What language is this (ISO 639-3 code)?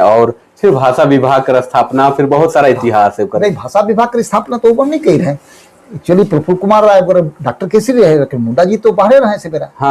sck